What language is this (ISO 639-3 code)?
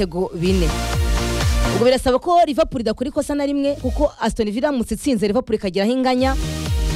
kin